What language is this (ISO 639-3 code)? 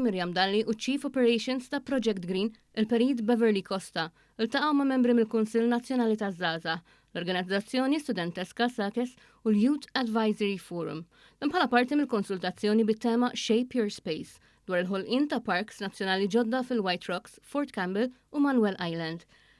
mlt